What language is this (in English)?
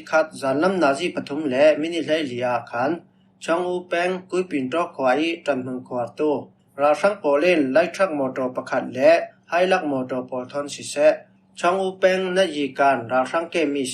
Falam Chin